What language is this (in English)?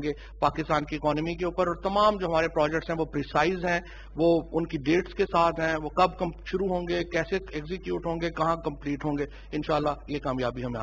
Urdu